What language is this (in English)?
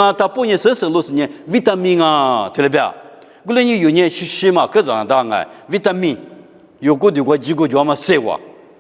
Lisu